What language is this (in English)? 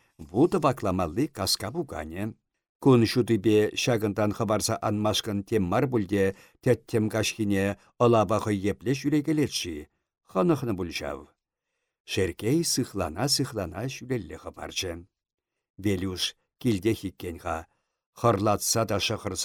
Chuvash